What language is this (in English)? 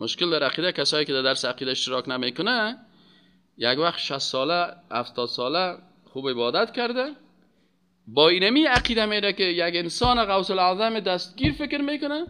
Persian